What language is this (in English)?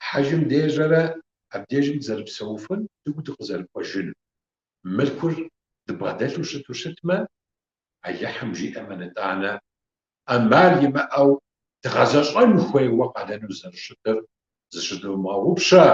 Kabardian